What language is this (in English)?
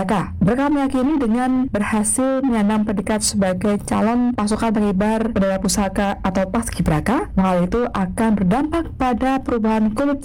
Indonesian